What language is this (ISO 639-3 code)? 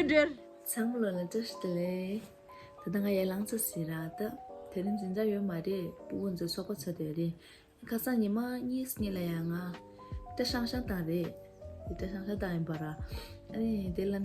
bod